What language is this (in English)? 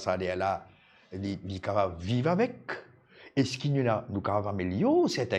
Morisyen